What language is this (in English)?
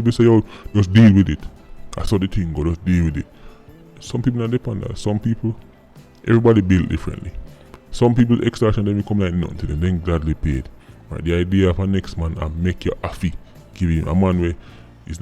Jamaican Creole English